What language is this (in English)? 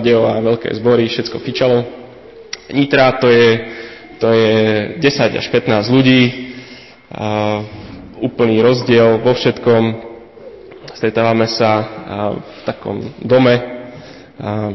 Slovak